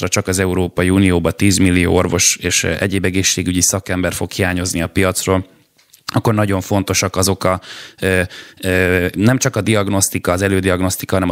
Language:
Hungarian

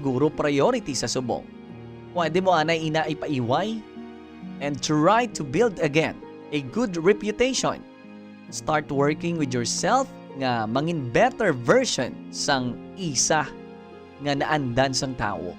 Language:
Hiligaynon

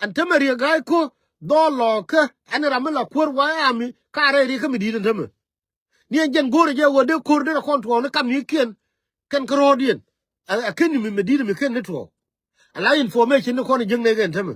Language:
Nuer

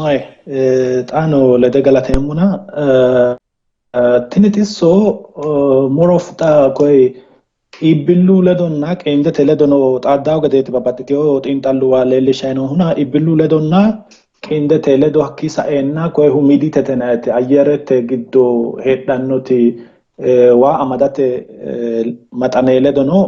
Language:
Sidamo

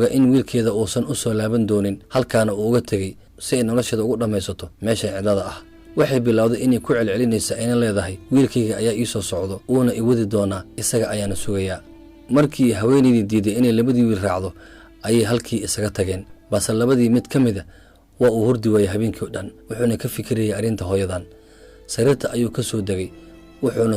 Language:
Somali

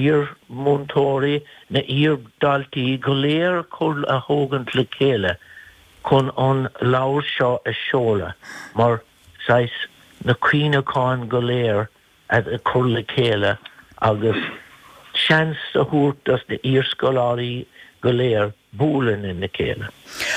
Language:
Irish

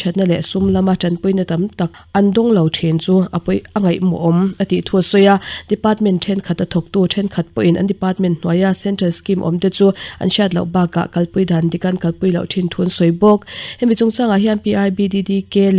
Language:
Mizo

